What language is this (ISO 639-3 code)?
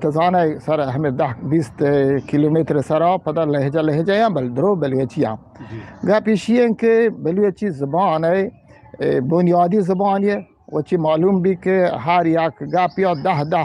bgp